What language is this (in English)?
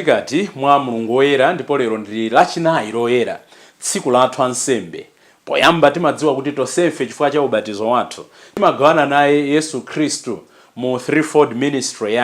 Nyanja